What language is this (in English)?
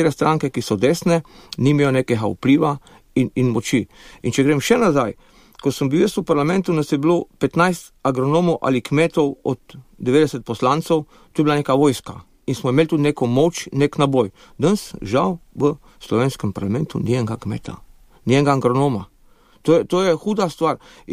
Slovenian